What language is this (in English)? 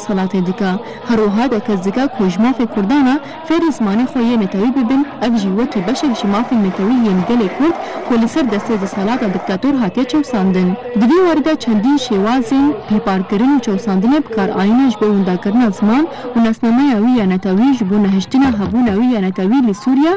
Kurdish